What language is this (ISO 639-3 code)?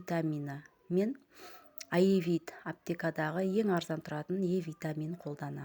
kaz